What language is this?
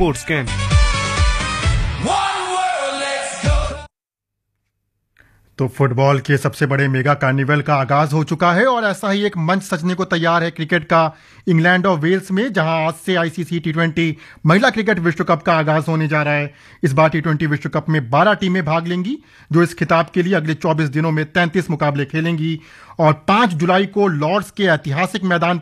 Hindi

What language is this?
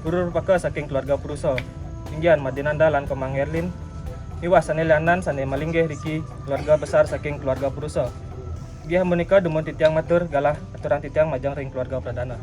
Balinese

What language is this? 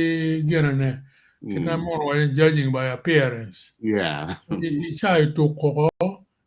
Acoli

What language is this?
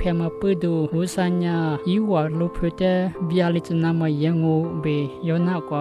Lisu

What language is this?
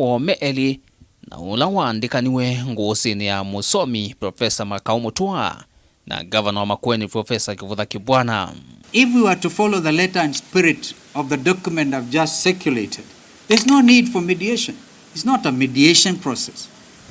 Kamba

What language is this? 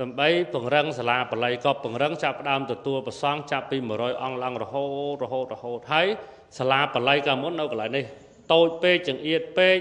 Khmer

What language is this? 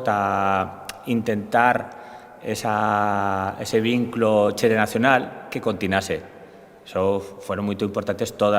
Aragonese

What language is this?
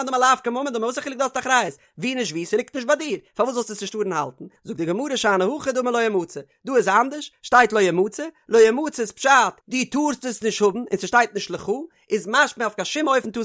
Yiddish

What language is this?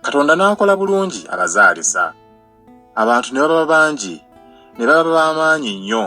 Ganda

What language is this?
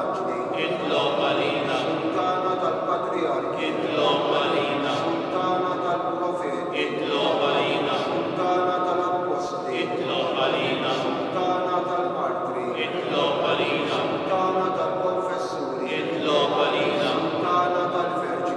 Maltese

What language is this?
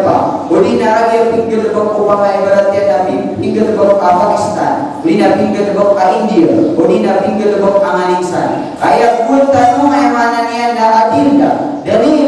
Maranao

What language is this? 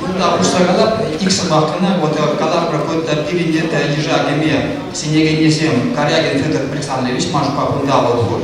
Chuvash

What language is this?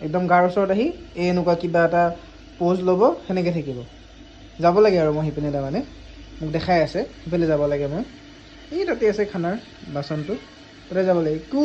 Assamese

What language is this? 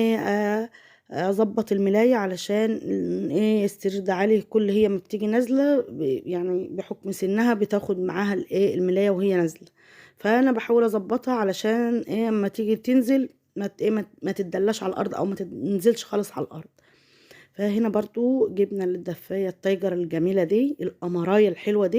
Egyptian Arabic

